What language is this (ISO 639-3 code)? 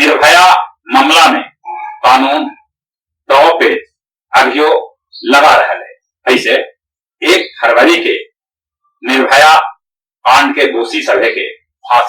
mag